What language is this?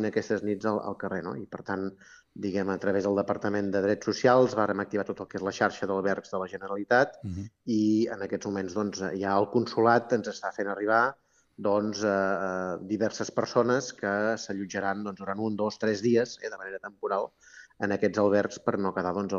Catalan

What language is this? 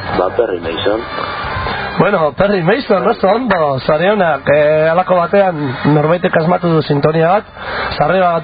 Basque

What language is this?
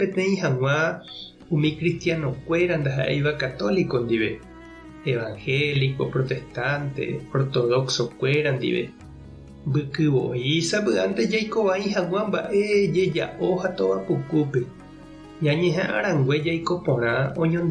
Guarani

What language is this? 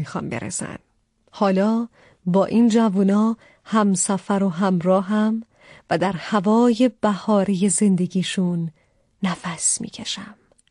Persian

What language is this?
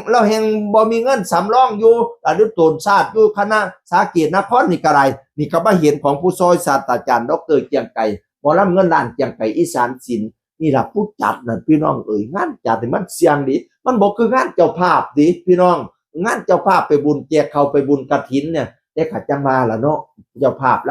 Northeastern Thai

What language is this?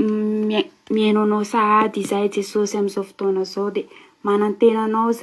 Malagasy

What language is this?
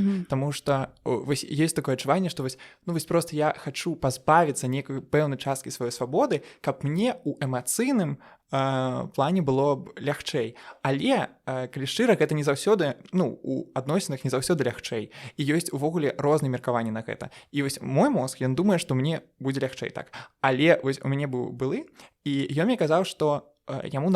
Belarusian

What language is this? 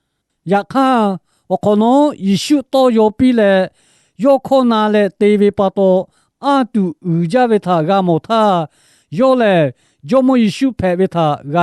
Lahu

